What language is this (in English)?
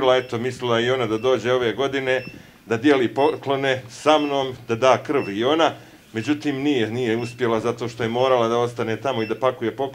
Bosnian